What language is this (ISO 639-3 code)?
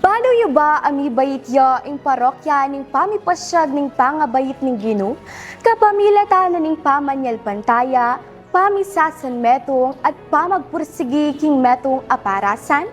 pam